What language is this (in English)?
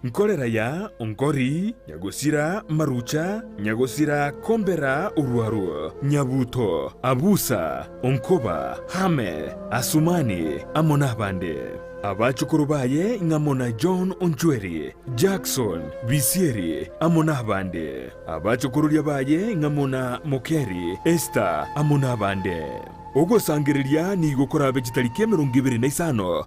Gusii